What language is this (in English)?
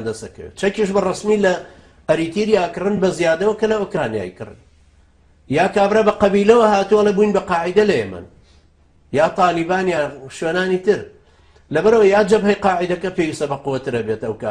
Central Kurdish